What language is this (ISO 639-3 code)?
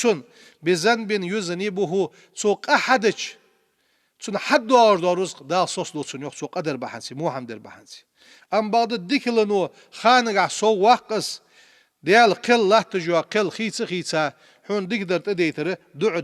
inh